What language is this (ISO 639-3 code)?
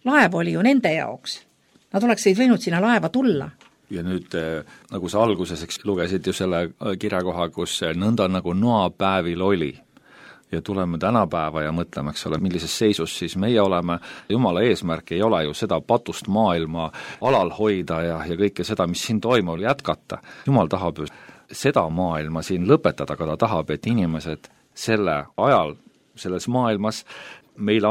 est